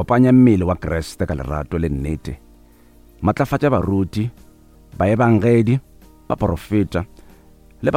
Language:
Northern Sotho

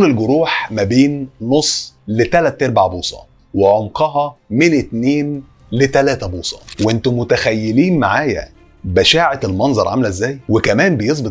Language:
Egyptian Arabic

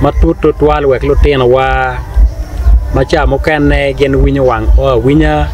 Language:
Acoli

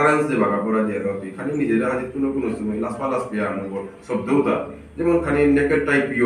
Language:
Bishnupriya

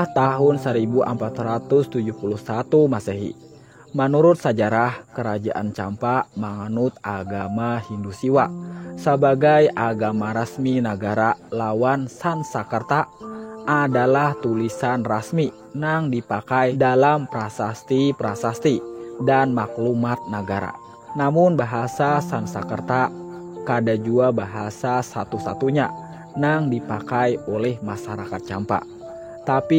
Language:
Banjar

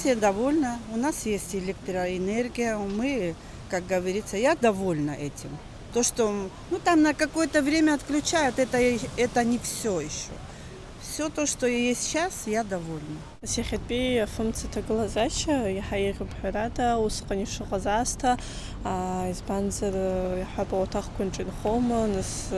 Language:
Abkhazian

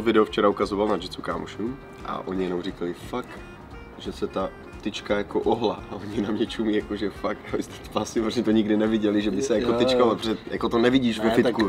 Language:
Czech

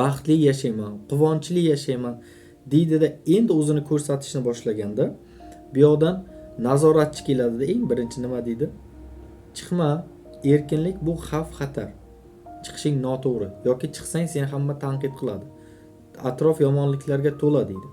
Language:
Uzbek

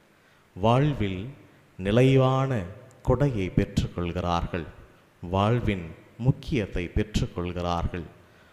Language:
Tamil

